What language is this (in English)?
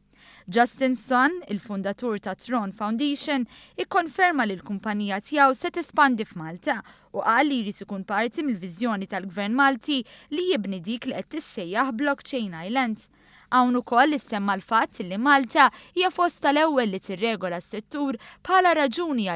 Maltese